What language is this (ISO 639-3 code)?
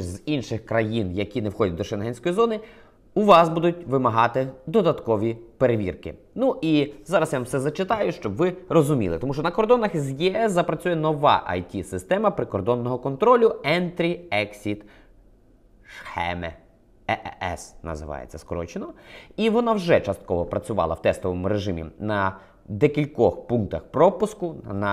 ukr